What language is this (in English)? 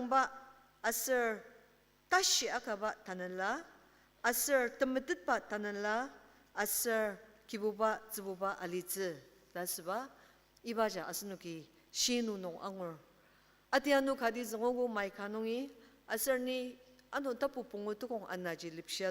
Ao Naga